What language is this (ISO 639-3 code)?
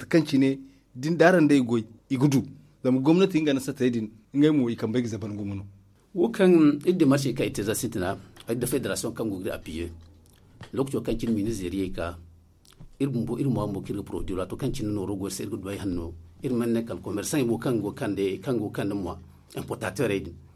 dje